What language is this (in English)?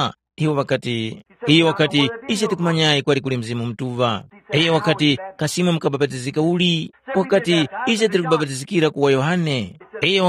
Tumbuka